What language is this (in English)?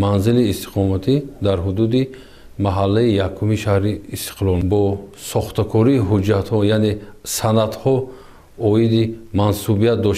Tajik